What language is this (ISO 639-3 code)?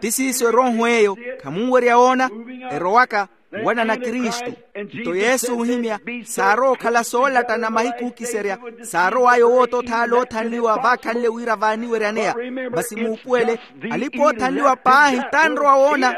vmw